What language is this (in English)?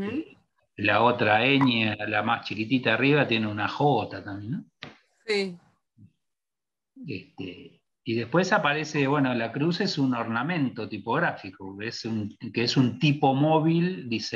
Spanish